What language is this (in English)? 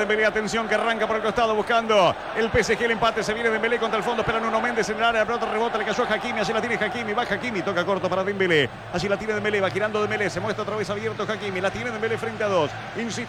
Spanish